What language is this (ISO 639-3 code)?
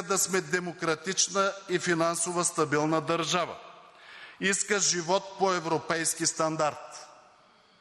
bul